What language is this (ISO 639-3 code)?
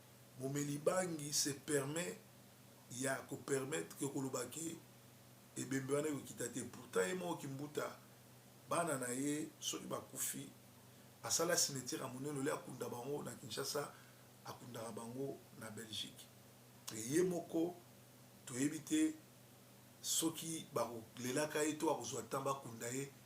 lin